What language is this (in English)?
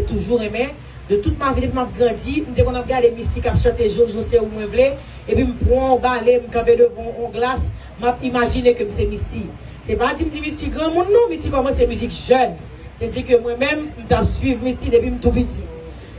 Haitian Creole